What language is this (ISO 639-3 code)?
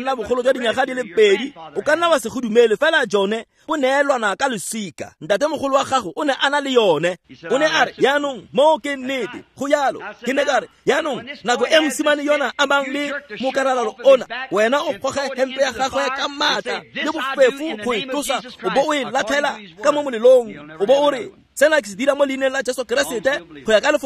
tsn